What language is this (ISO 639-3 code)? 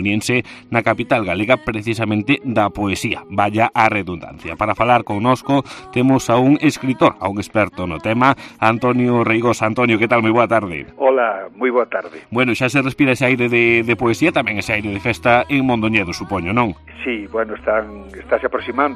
glg